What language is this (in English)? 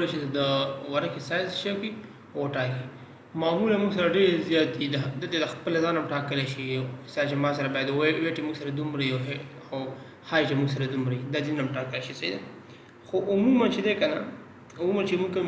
Pashto